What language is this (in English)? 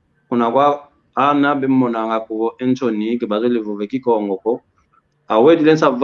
San Salvador Kongo